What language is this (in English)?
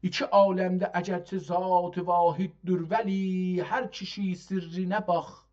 South Azerbaijani